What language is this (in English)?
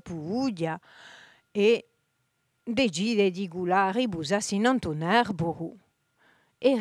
Corsican